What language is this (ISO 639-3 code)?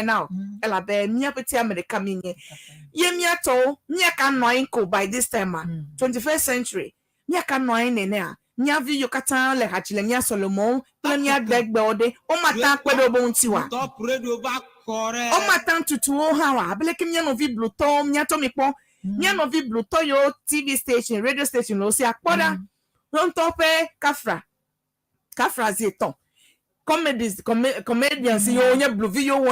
ewe